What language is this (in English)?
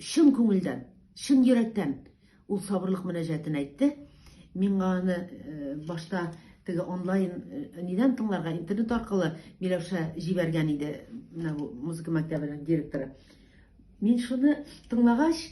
Tatar